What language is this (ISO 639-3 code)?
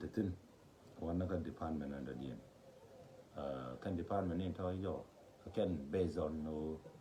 nus